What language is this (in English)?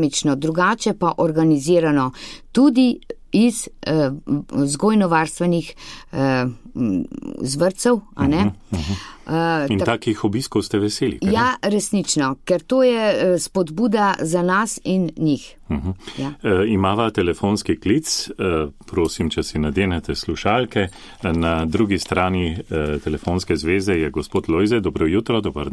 Slovenian